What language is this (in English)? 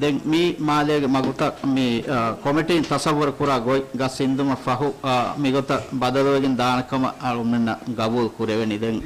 Divehi